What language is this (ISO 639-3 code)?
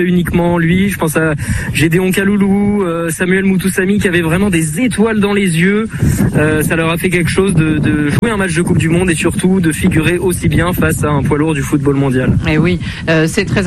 fra